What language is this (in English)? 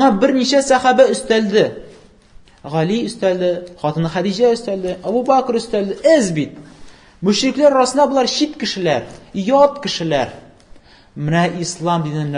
Tatar